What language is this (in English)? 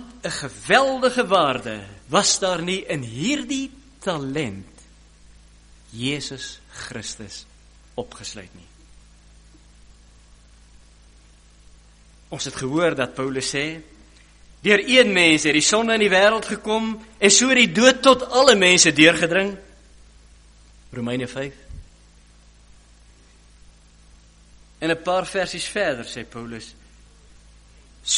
Afrikaans